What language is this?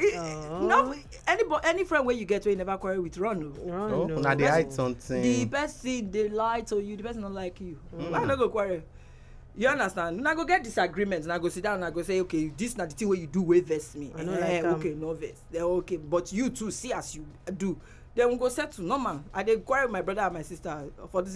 Nigerian Pidgin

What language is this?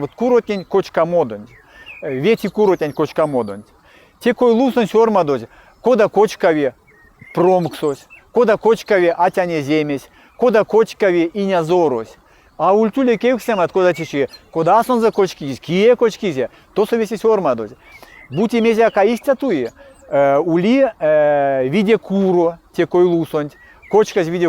Erzya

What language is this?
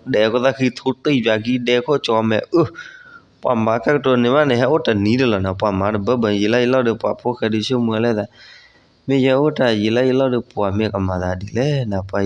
S'gaw Karen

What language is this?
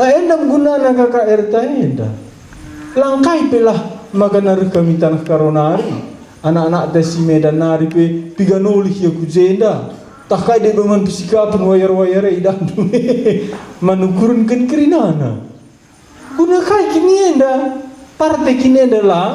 Batak Karo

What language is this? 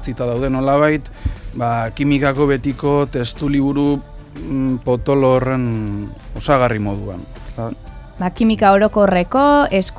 Basque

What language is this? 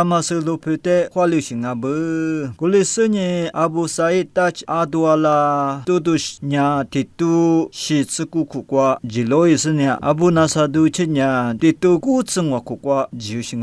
Lisu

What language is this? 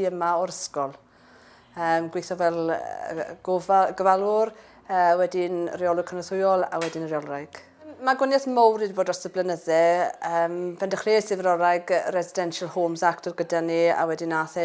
Welsh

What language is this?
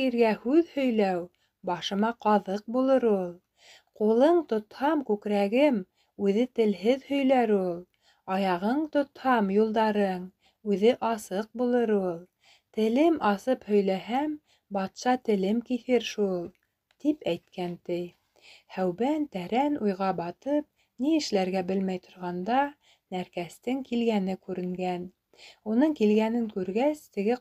Bashkir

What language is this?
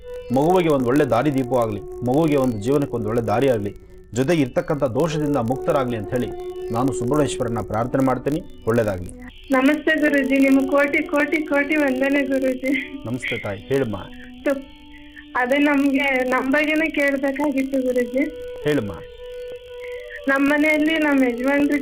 Kannada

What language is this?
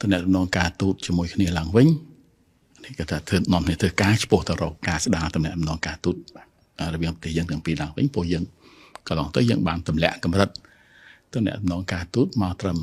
Khmer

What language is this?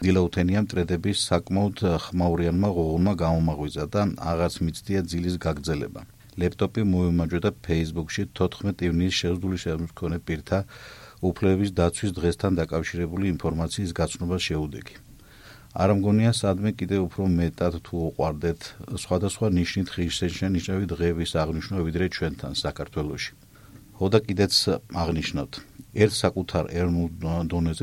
Georgian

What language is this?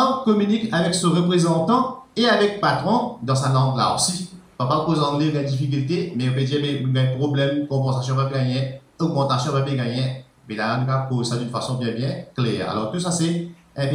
Morisyen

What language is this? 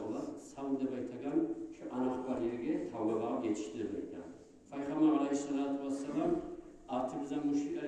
Kumyk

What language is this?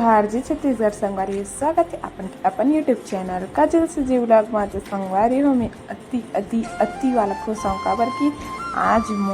Chhattisgarhi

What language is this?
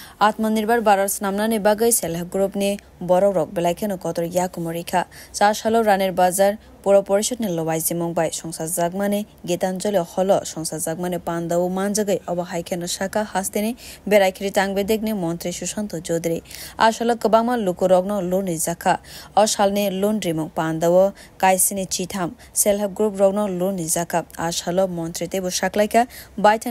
Kok Borok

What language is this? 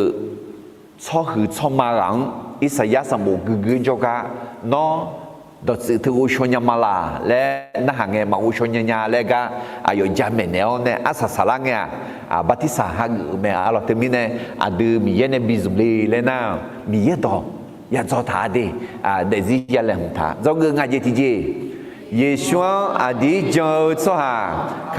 Akha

